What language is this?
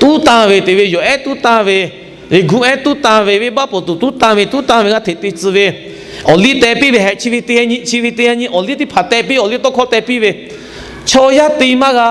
Lahu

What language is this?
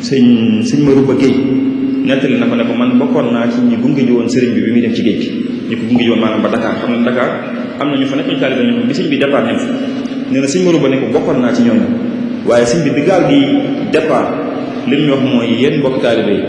Wolof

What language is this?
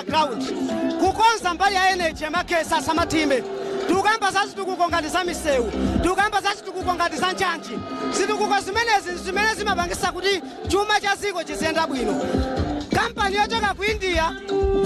Nyanja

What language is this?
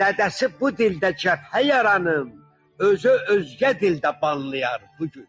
South Azerbaijani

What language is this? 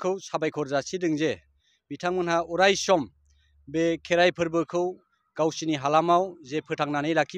Bodo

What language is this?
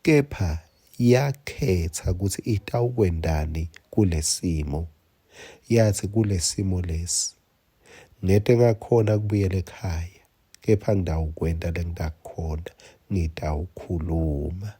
Swati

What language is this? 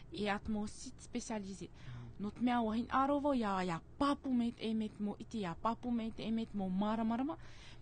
Tahitian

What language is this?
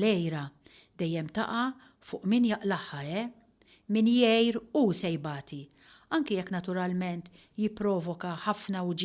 Maltese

